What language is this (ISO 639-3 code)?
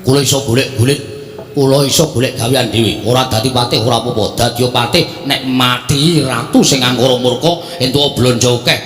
jav